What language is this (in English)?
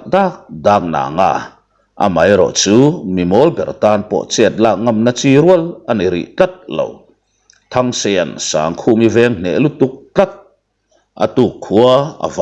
Mizo